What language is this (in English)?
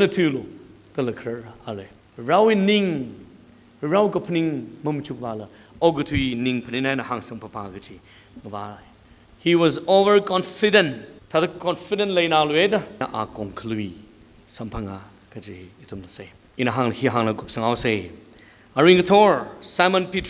Tangkhul Naga (India)